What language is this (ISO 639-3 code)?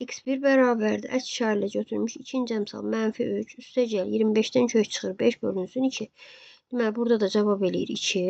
aze